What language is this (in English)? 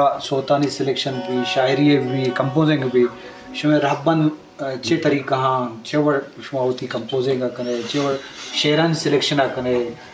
Eastern Balochi